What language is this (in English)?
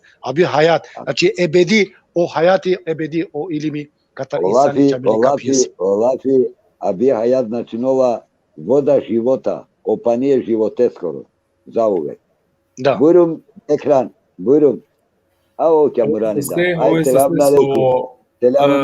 Balkan Romani